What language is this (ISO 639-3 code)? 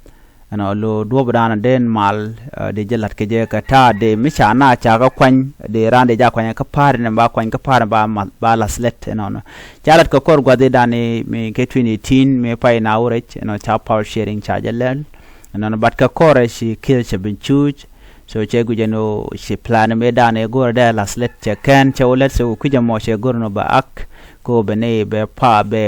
nus